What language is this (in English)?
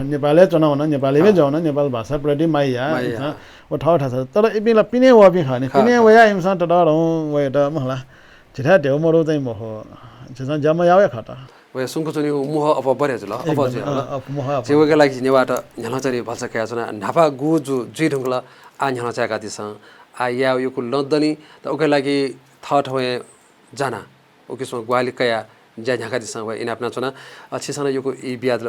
Newari